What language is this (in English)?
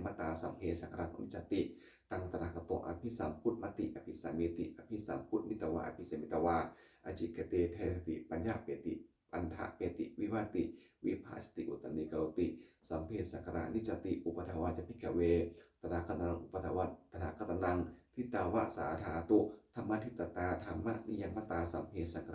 Pali